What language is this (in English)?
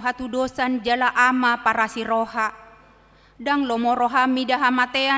Batak Toba